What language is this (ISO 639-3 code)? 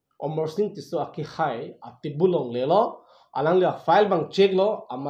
mjw